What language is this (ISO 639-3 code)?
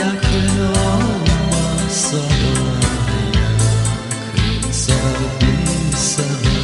gag